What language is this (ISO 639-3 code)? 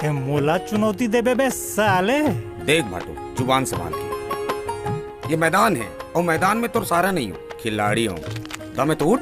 hne